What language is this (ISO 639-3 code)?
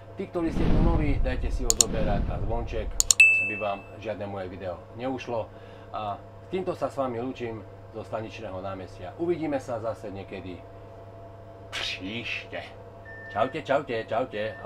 slk